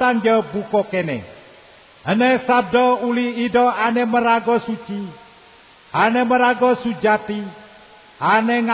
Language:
Balinese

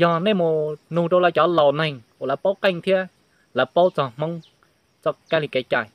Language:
Hmong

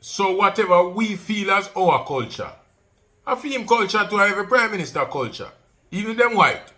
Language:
Jamaican Creole English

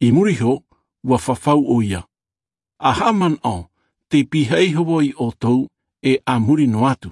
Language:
Tahitian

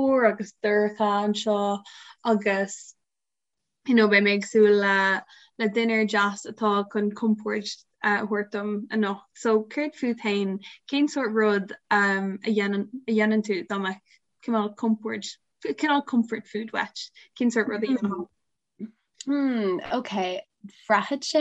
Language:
Irish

